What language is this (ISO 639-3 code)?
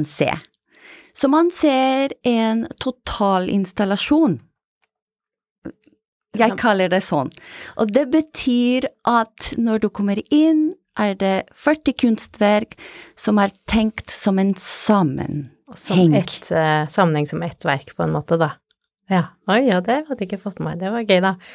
nor